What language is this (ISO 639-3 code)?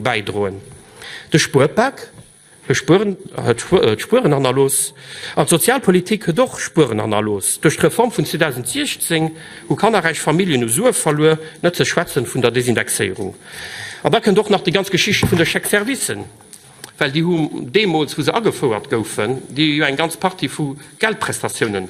ltz